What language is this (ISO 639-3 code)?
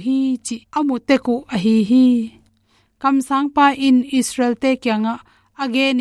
ctd